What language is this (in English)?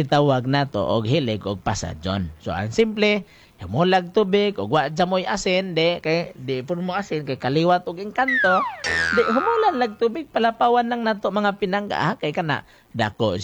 Cebuano